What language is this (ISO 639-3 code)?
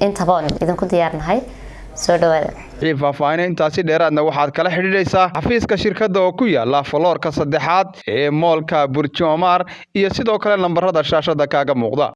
som